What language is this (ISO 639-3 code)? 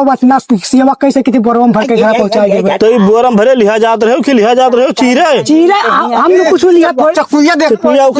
awa